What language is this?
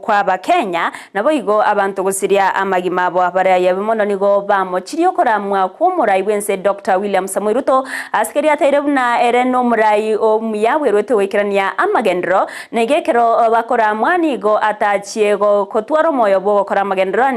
Gusii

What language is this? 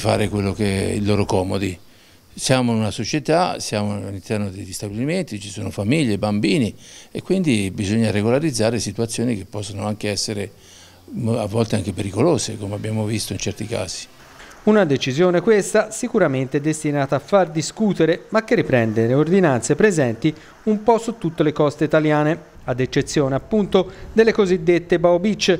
Italian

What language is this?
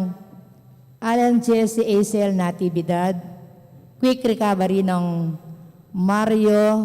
Pampanga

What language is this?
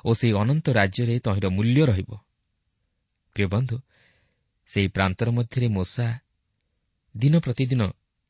Odia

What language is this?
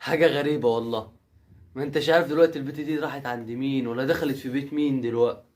Egyptian Arabic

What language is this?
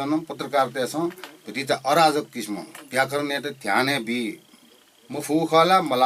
Newari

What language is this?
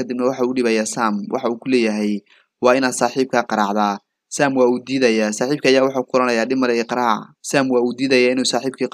Somali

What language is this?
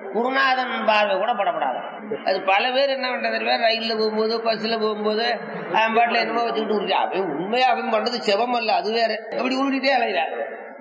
Tamil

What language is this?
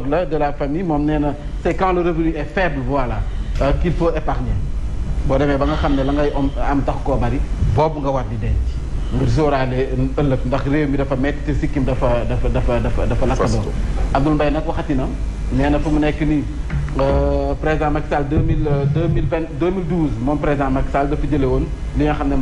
Wolof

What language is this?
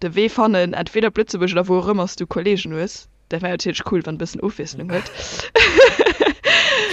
Luxembourgish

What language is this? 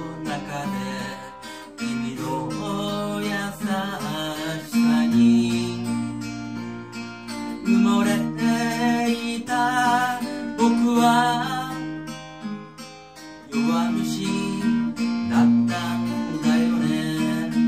Japanese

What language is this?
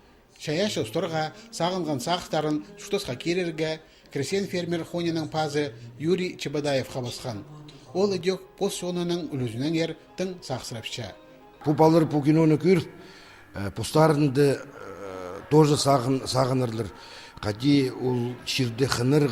Khakas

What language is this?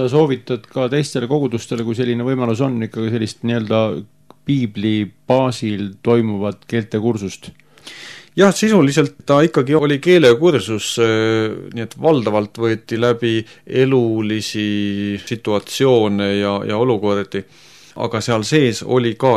Estonian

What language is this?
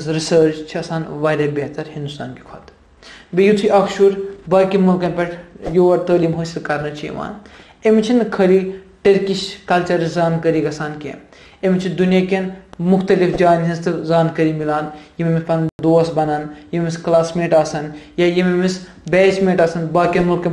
Kashmiri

